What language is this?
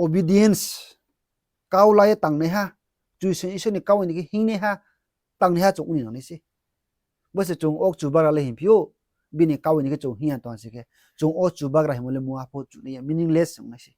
Riang (India)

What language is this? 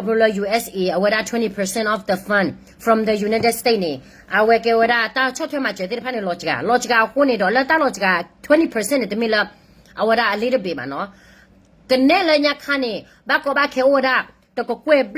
S'gaw Karen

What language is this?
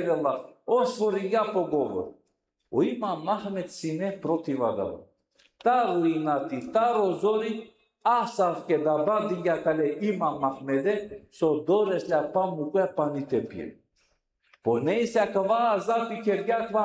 Balkan Romani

